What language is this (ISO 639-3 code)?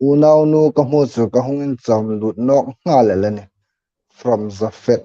hmr